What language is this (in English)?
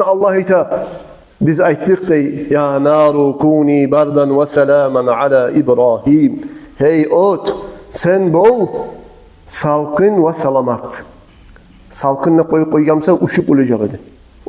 Kumyk